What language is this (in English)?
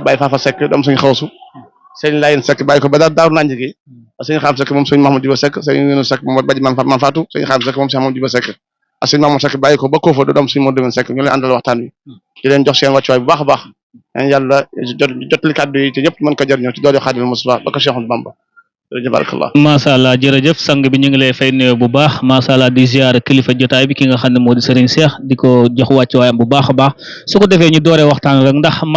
Wolof